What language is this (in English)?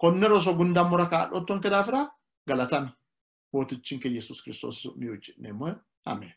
Sidamo